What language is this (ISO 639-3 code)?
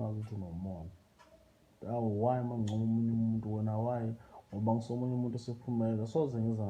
zul